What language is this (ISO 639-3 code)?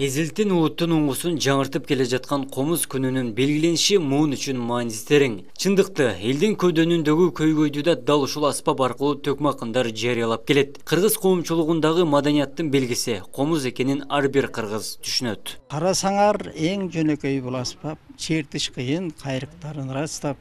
kir